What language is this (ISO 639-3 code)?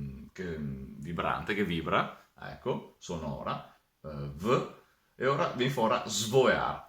vec